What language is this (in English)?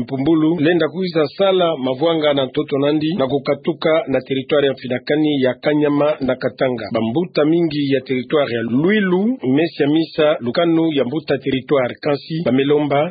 Kituba (Democratic Republic of Congo)